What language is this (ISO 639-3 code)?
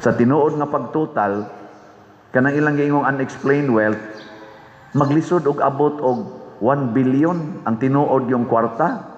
ceb